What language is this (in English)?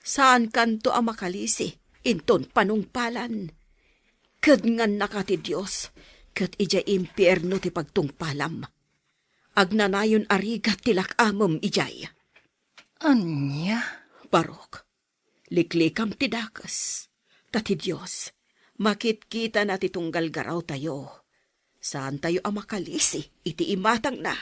Iloko